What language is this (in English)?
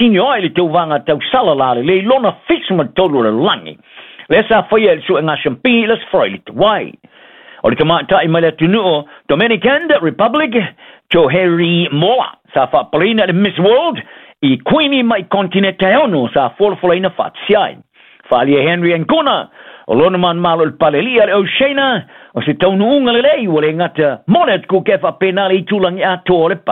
Samoan